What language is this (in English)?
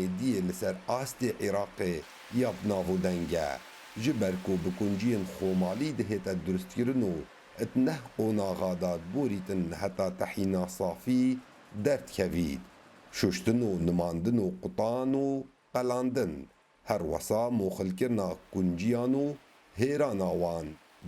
Kurdish